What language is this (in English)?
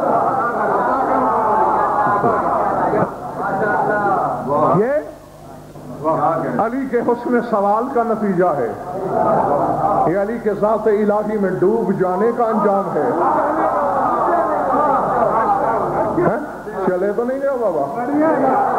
Urdu